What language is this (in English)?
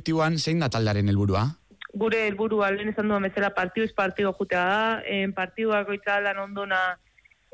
Basque